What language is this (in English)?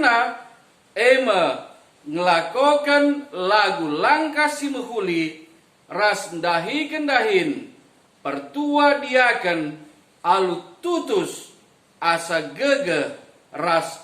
Batak Karo